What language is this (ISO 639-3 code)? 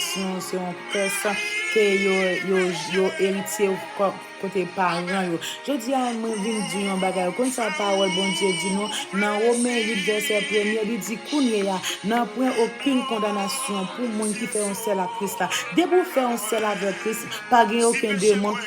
hat